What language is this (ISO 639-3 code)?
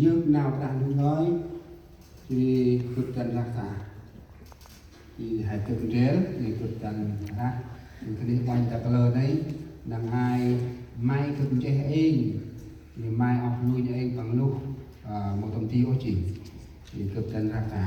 cmo